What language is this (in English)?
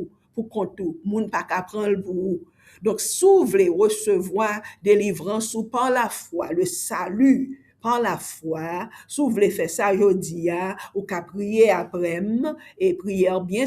Haitian Creole